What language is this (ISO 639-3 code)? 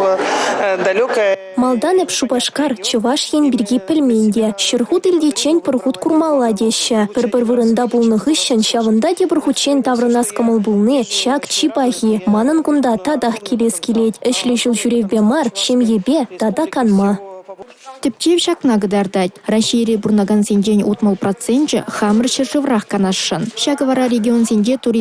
chv